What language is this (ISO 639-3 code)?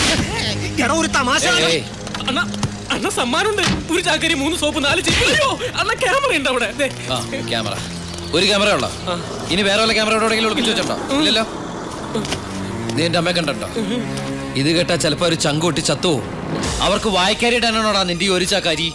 mal